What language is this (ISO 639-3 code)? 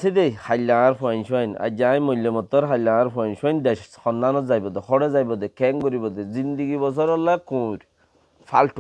rhg